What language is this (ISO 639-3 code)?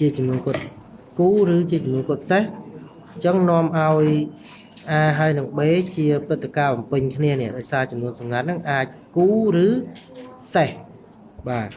khm